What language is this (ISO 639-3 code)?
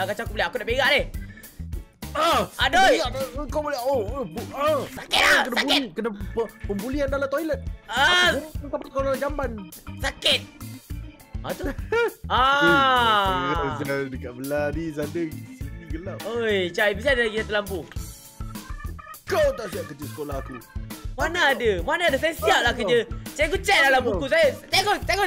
msa